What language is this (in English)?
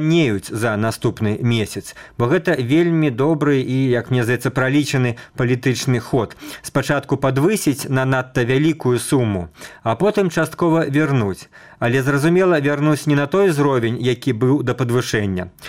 Belarusian